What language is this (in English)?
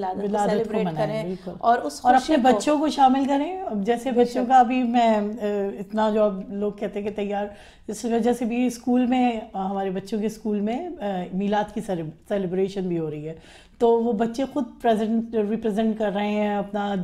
Urdu